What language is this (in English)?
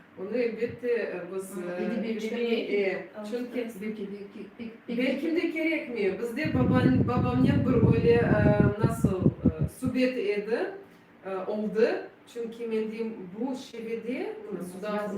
Crimean Tatar